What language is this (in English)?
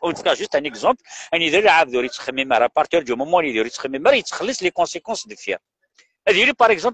Kabyle